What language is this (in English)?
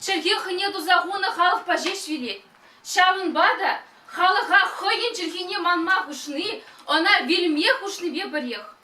Chuvash